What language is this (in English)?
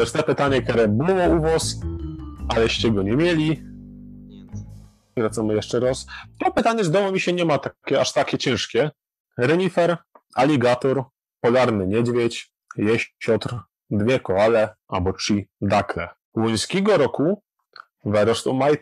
Silesian